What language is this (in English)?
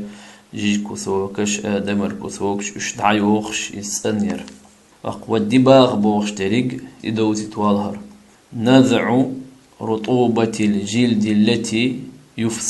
Chechen